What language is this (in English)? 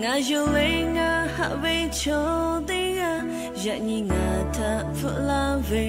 Lahu